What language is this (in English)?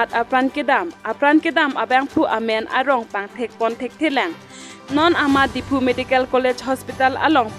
Karbi